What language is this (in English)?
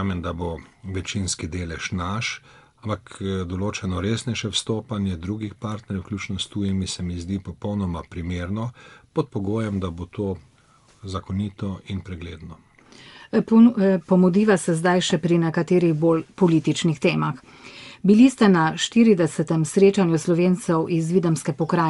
Slovenian